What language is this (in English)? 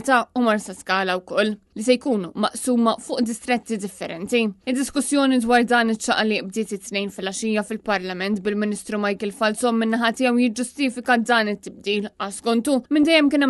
Maltese